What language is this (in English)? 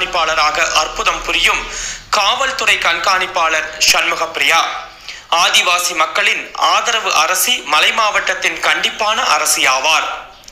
Tamil